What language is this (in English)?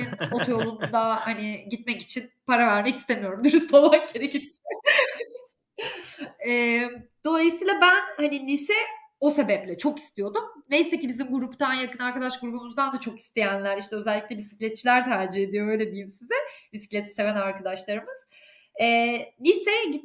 Turkish